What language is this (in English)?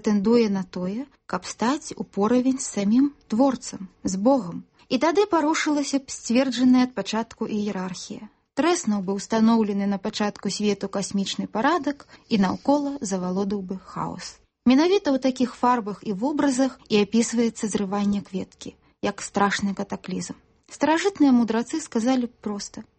Belarusian